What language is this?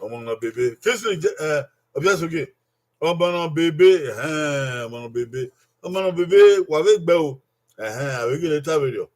Bini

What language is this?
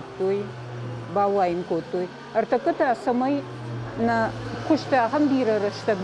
Ossetic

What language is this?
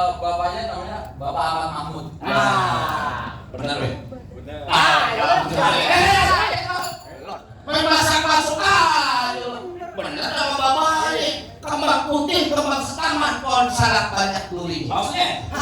Betawi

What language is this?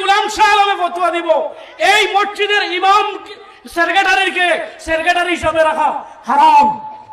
Sylheti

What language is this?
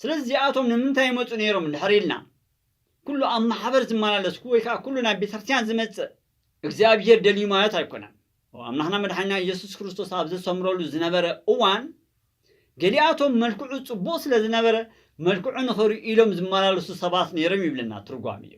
Tigrinya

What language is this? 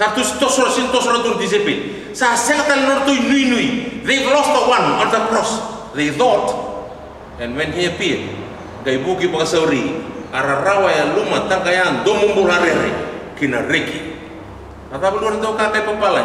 Fijian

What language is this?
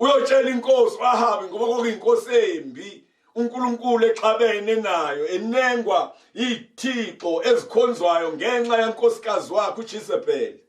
Zulu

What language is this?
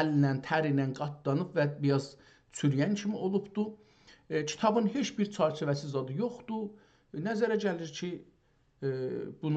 South Azerbaijani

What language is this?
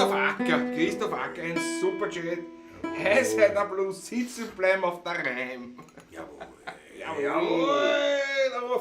Bavarian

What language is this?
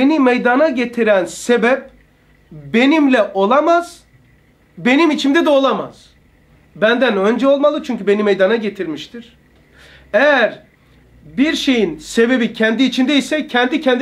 Turkish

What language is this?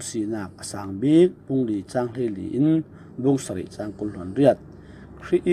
Falam Chin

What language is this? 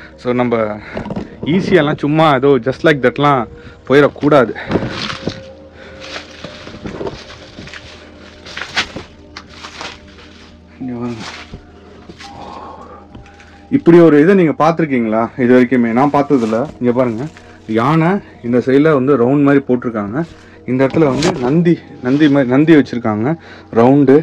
Tamil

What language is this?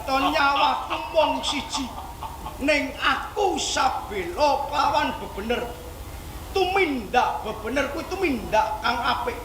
Javanese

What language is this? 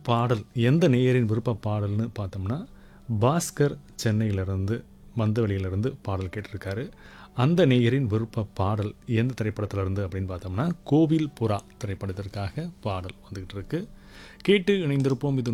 Tamil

